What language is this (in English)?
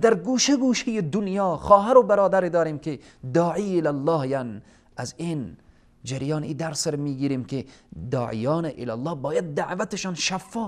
Persian